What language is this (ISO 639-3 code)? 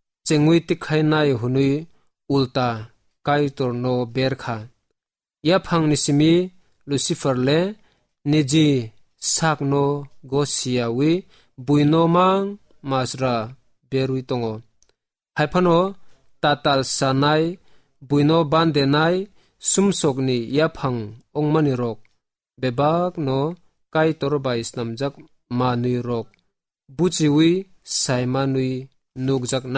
trp